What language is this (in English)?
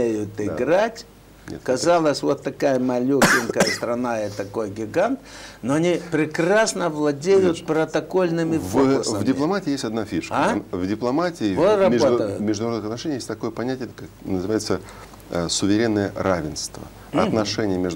Russian